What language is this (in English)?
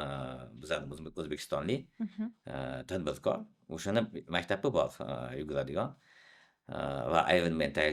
Uzbek